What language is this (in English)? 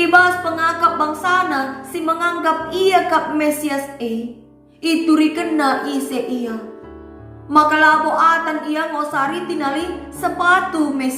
Batak Karo